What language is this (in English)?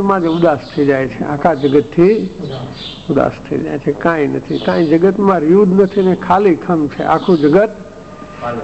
Gujarati